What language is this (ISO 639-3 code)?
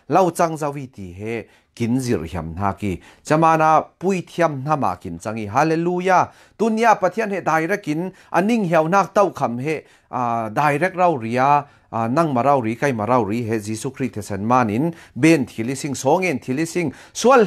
cfm